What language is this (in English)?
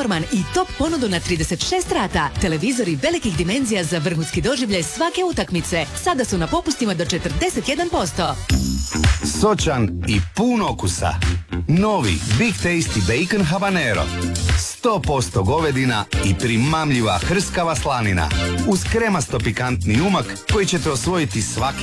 Croatian